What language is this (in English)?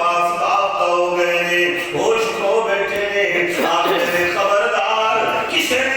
Saraiki